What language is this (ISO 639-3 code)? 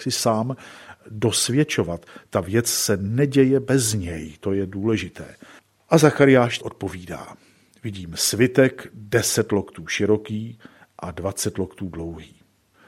ces